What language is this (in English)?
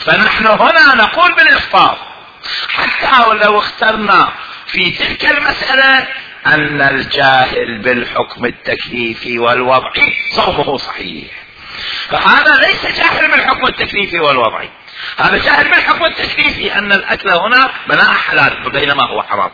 Mesopotamian Arabic